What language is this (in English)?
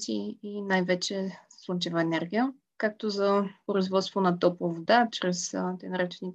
Bulgarian